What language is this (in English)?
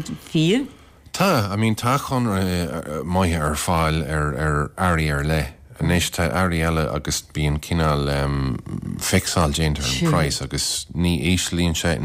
Irish